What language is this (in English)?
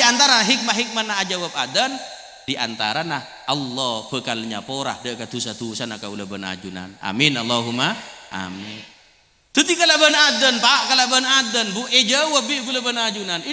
Madurese